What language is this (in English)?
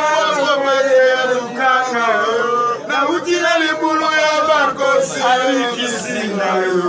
Lingala